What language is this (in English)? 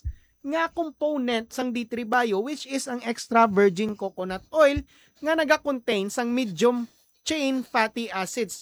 Hiligaynon